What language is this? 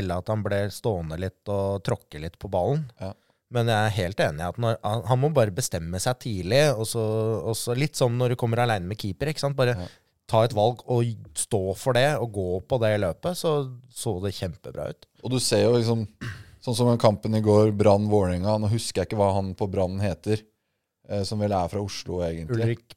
Norwegian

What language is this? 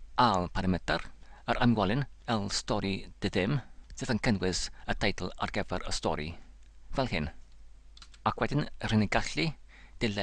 Welsh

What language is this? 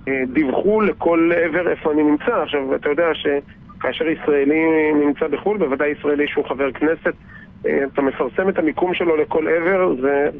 Hebrew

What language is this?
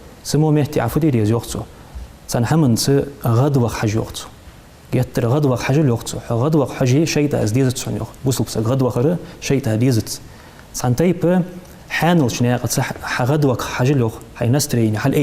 Ingush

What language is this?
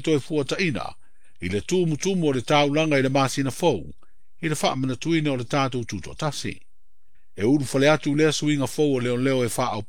Samoan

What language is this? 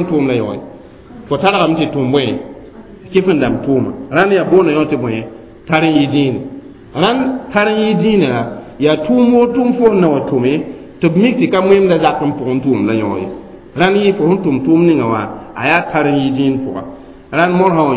Mossi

